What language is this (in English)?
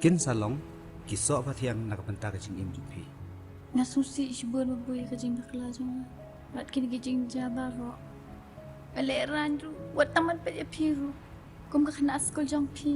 Khasi